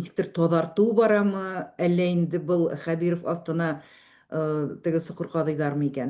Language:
Bashkir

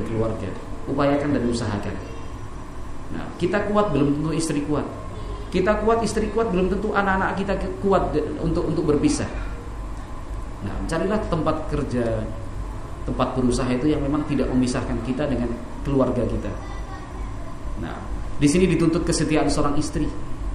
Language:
Indonesian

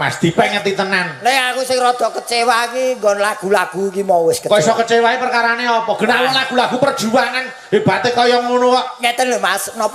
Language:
Javanese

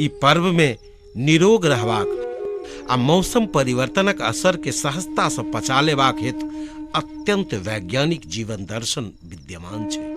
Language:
Maithili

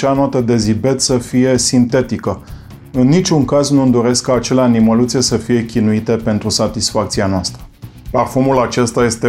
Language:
Romanian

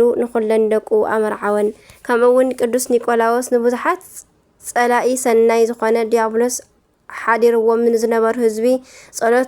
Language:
Tigrinya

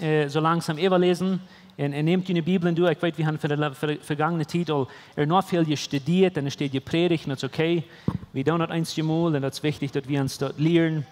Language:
Plautdietsch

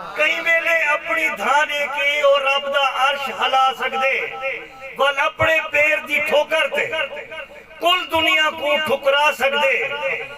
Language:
Saraiki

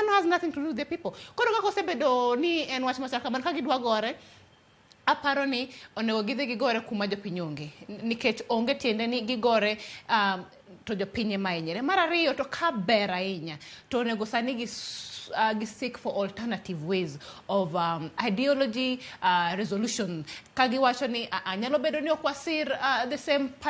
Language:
Luo (Kenya and Tanzania)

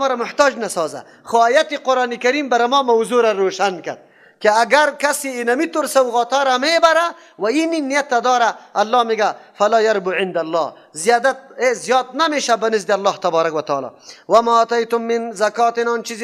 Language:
Persian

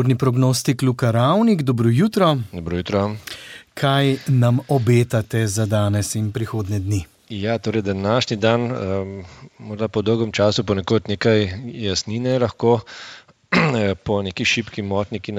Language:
Slovenian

